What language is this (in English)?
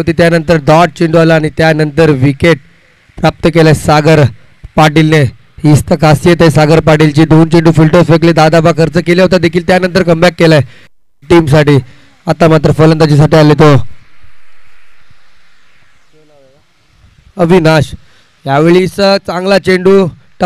Marathi